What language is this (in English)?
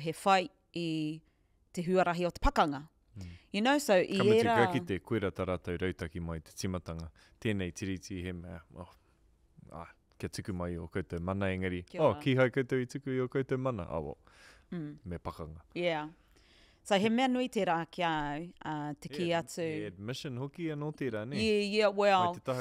Māori